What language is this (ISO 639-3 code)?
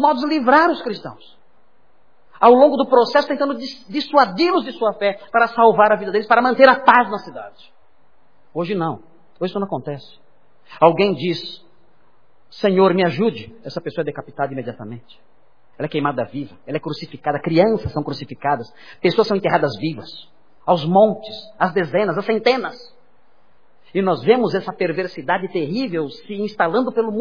por